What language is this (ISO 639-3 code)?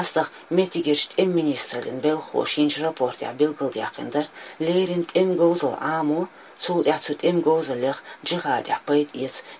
che